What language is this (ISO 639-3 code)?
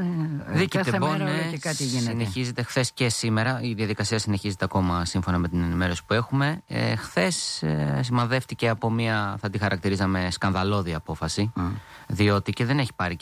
ell